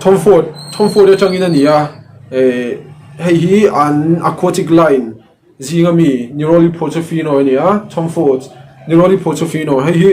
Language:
Mizo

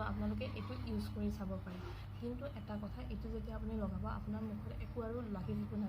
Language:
Assamese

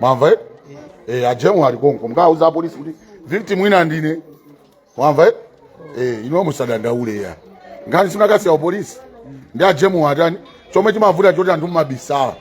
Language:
Nyanja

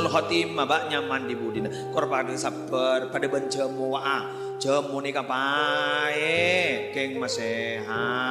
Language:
Madurese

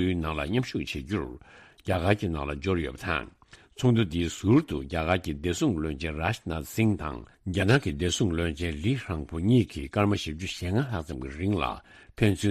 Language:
Tibetan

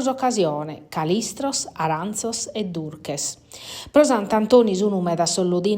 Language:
Sardinian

